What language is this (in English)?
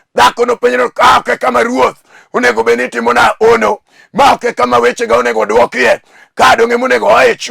Luo (Kenya and Tanzania)